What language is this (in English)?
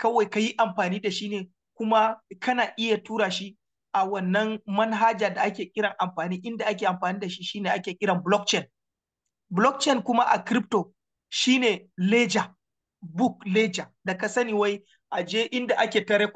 Hausa